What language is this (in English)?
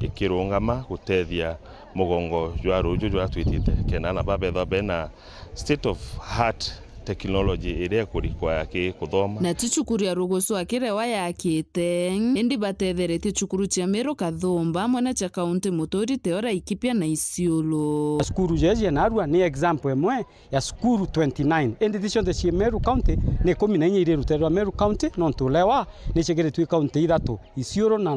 Meru